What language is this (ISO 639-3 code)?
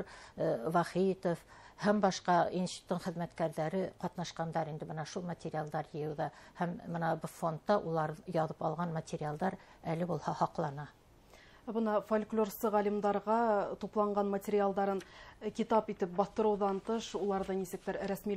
bak